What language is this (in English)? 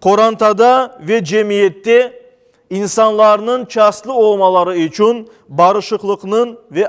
Crimean Tatar